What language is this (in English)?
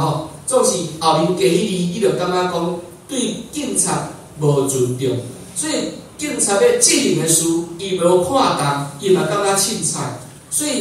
Min Nan Chinese